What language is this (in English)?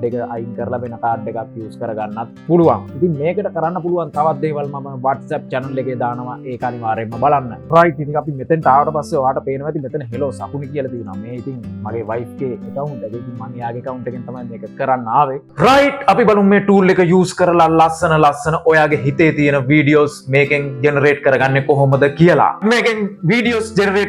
Sinhala